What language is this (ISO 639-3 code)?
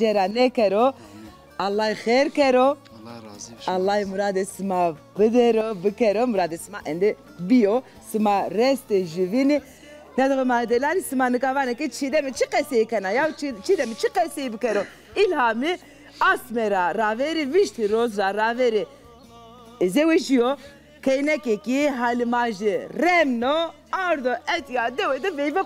zza